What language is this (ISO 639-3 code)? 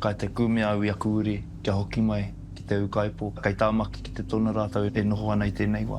mri